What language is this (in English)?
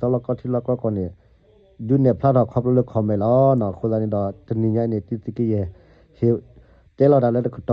S'gaw Karen